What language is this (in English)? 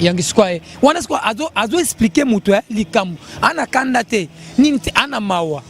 Lingala